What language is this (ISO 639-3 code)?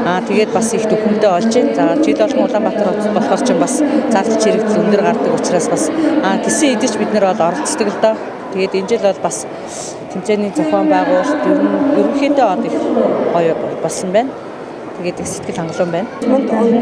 mon